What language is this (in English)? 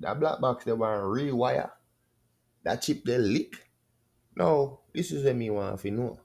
Jamaican Creole English